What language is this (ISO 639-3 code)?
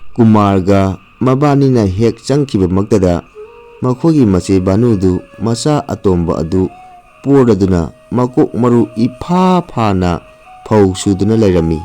mni